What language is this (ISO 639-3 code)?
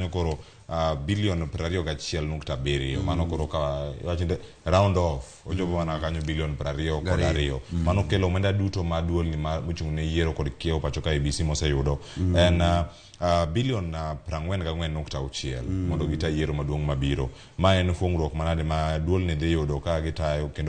luo